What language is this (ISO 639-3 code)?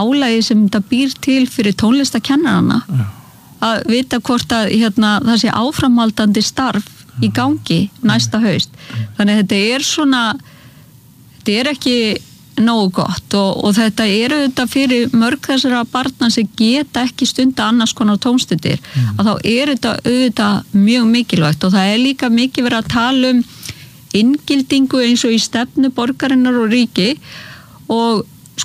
isl